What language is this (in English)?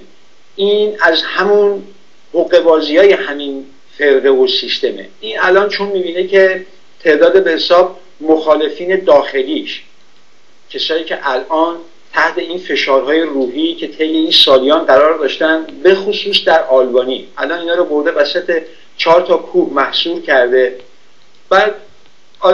Persian